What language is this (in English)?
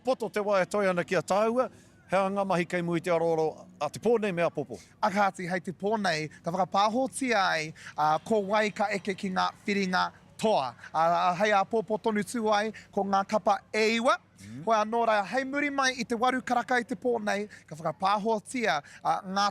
Māori